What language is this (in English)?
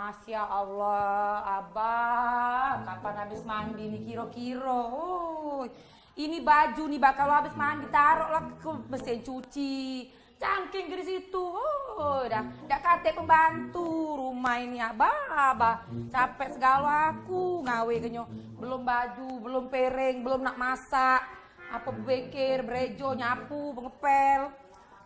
Musi